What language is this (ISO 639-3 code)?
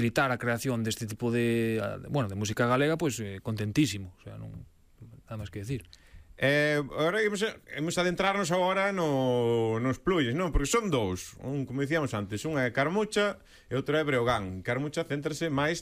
glg